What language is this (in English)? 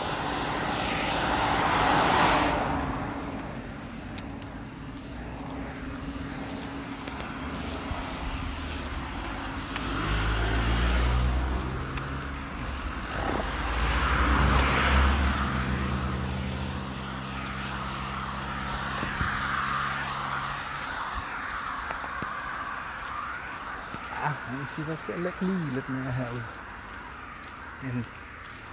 Danish